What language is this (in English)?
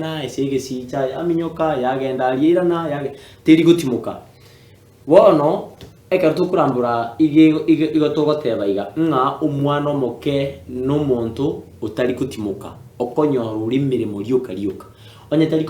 Gusii